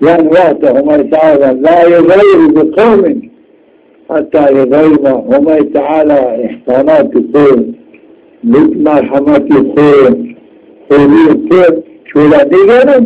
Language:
Zaza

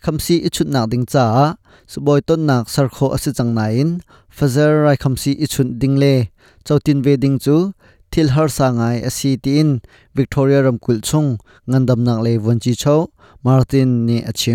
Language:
Hakha Chin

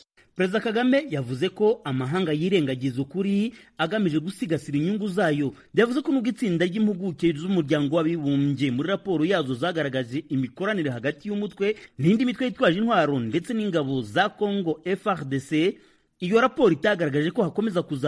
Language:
Kinyarwanda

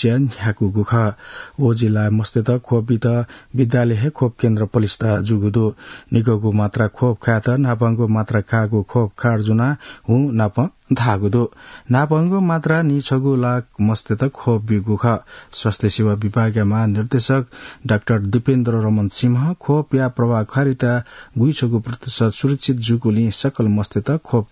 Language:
Newari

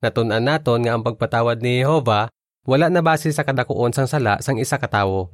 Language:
Hiligaynon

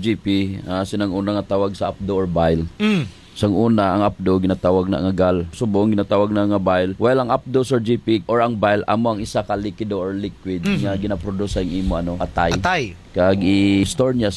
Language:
Hiligaynon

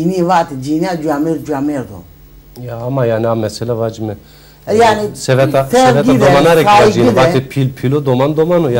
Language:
Zaza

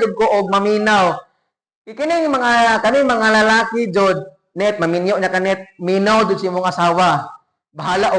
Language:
Cebuano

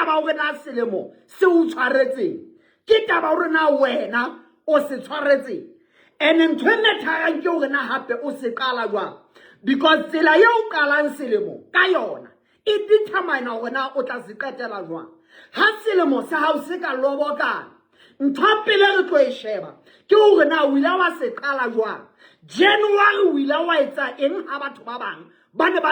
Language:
Southern Sotho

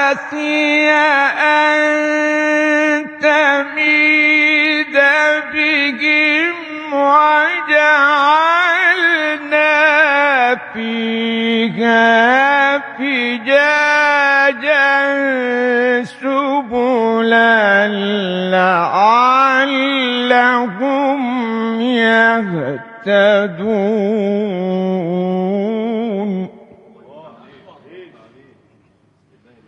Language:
Arabic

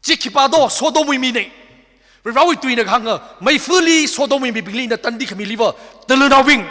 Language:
Tangkhul Naga (India)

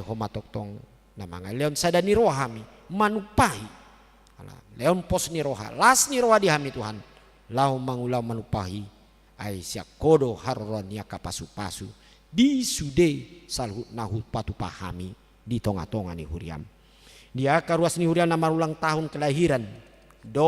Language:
Batak Toba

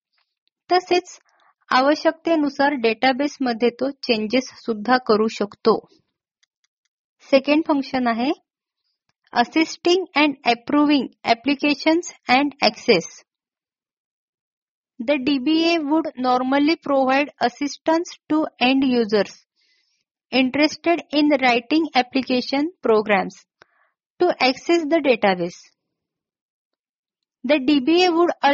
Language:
Marathi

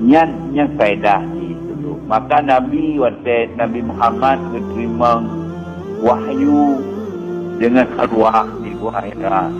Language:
Achinese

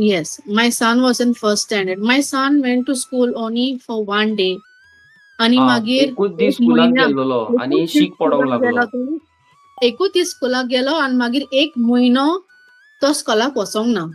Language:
Konkani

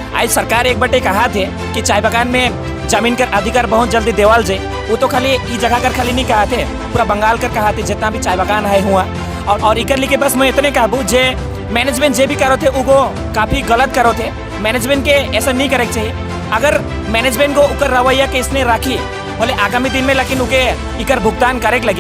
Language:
Sadri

